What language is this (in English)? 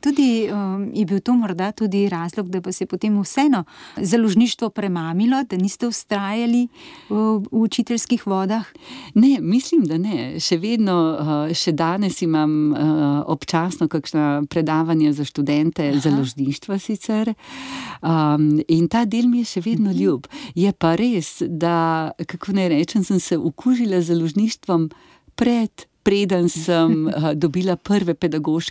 Slovenian